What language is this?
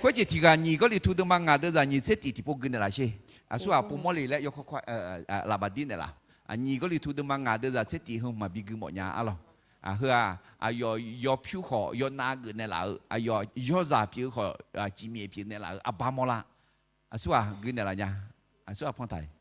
Akha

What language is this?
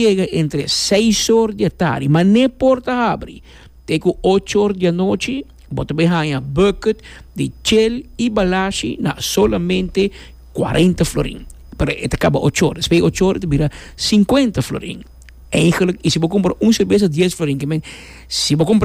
Papiamento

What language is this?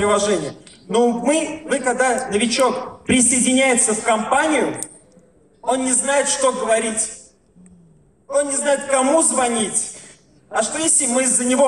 Russian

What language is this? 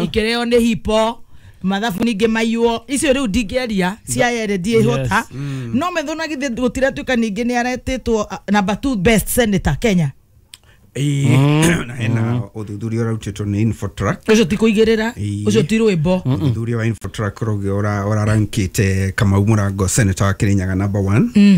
Kikuyu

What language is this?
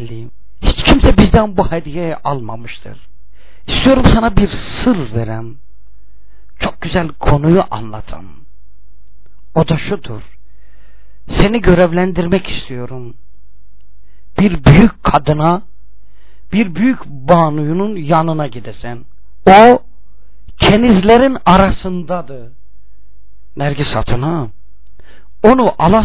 Turkish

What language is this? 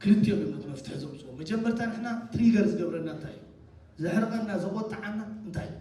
Tigrinya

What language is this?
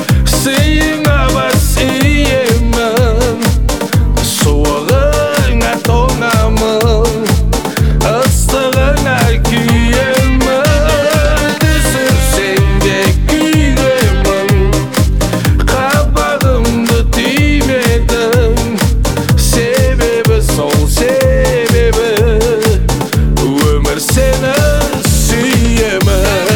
Kazakh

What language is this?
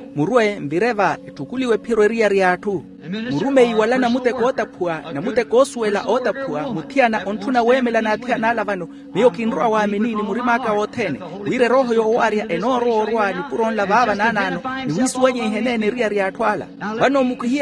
Makhuwa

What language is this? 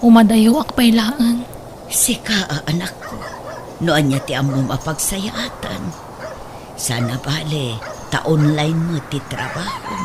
Iloko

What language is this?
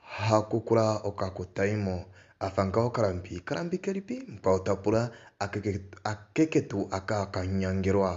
Kuanyama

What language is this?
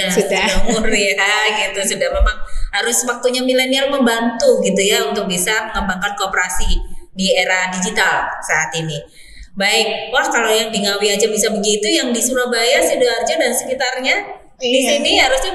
Indonesian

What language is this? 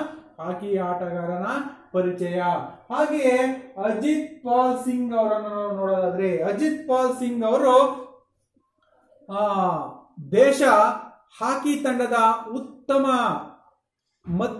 Kannada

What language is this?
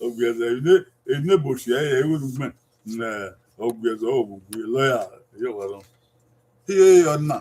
Bini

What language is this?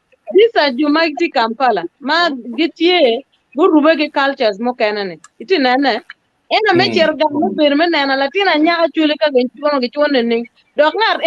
Acoli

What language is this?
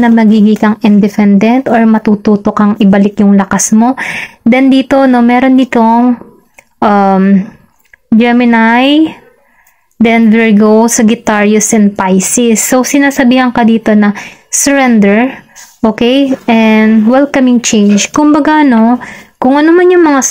Filipino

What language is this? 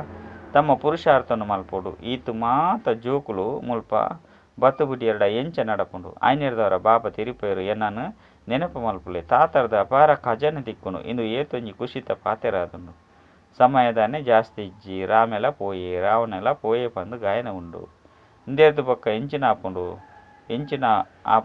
Tulu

